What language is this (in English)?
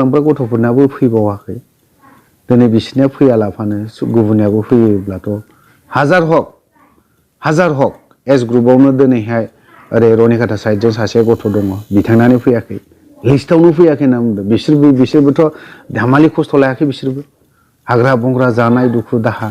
Bodo